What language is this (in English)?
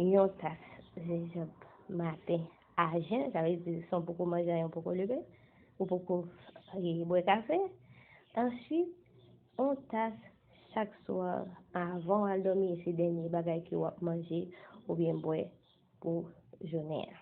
Haitian Creole